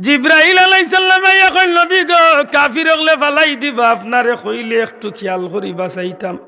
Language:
Sylheti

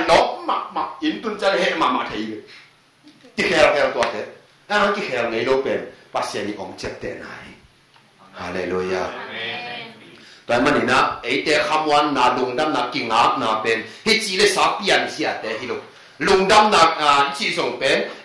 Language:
Tedim Chin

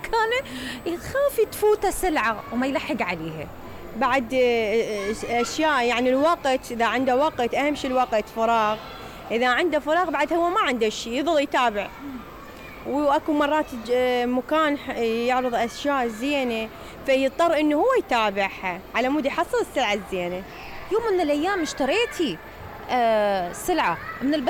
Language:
Mesopotamian Arabic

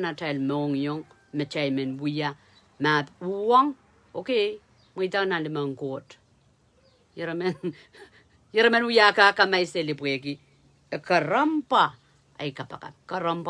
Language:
Pohnpeian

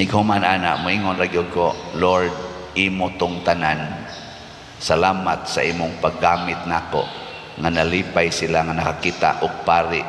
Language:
Cebuano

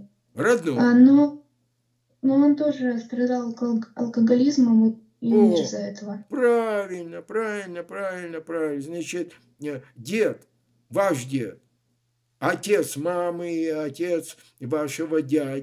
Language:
Russian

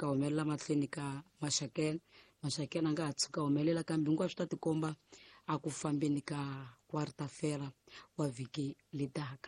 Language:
Tsonga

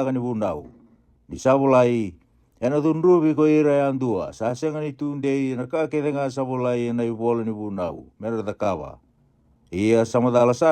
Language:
Fijian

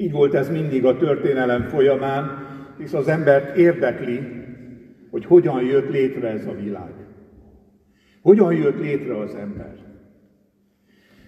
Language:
Hungarian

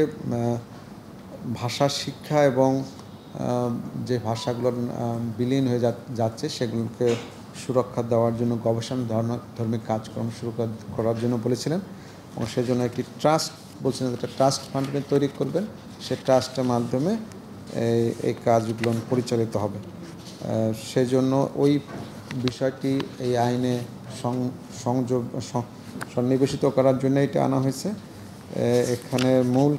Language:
Bangla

